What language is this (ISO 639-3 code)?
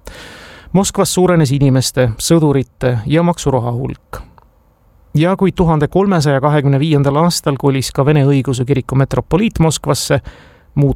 est